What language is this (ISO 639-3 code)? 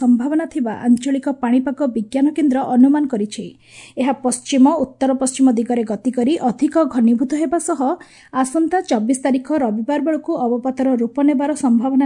ori